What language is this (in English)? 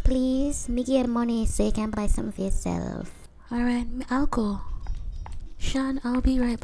Jamaican Creole English